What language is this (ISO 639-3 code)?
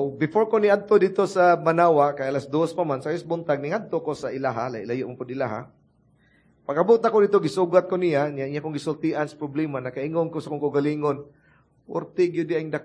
ceb